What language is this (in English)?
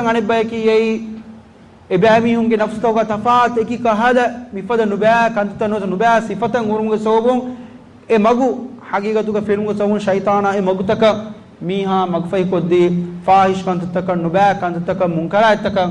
Divehi